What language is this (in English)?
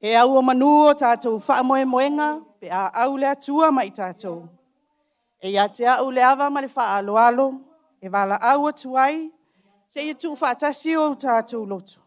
Samoan